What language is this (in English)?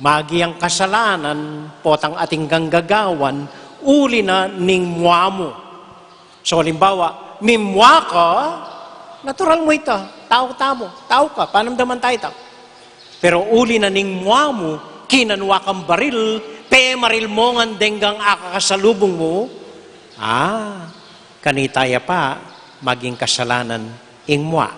Pampanga